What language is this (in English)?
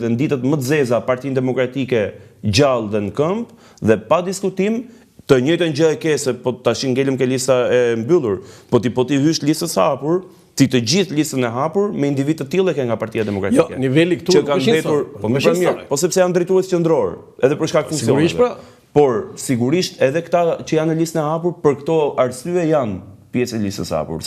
Albanian